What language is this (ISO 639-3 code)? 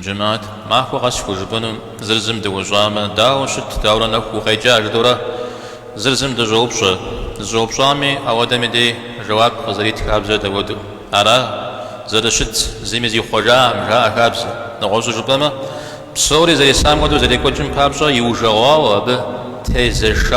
kbd